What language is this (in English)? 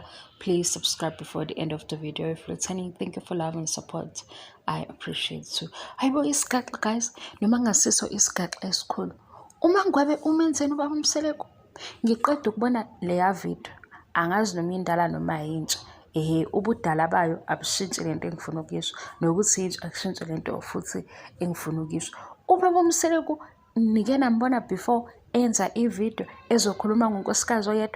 Zulu